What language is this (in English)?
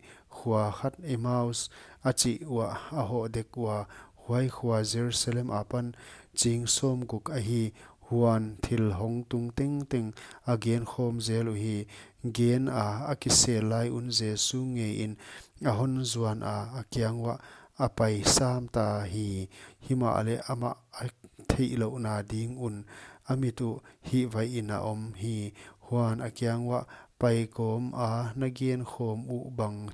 Paite Chin